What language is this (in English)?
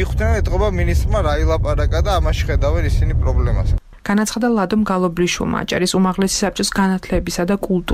Georgian